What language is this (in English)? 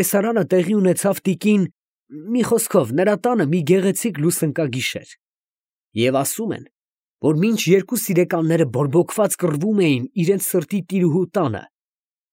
Armenian